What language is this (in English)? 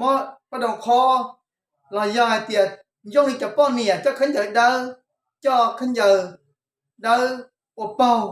Hmong